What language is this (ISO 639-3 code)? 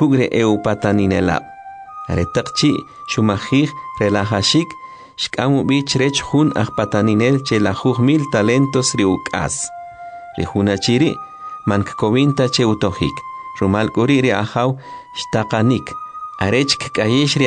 quc